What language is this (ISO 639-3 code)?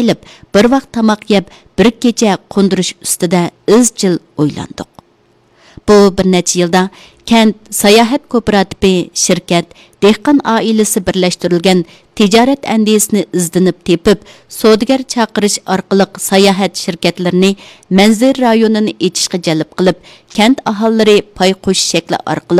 uig